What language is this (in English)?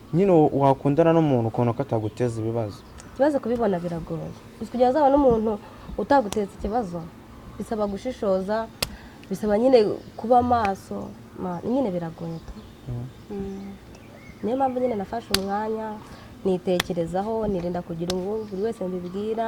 Kinyarwanda